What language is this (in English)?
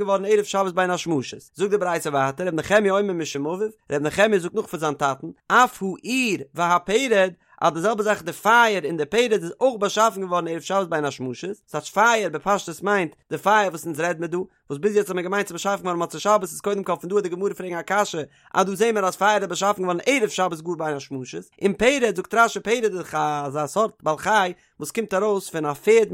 Yiddish